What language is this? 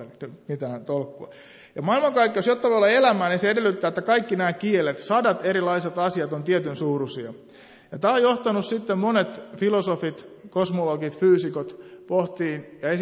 Finnish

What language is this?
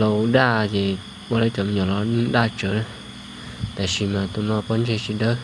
Hmong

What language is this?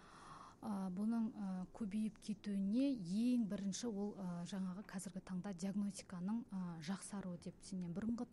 Kazakh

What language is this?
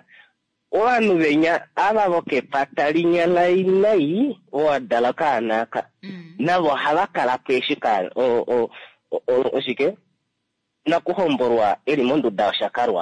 Kuanyama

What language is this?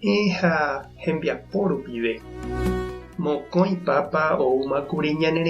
Guarani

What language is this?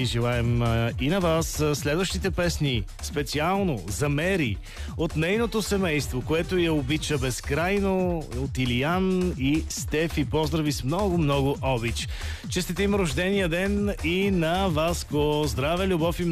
Bulgarian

